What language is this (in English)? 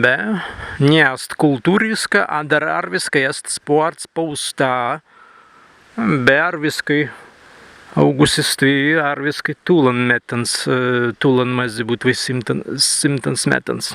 Prussian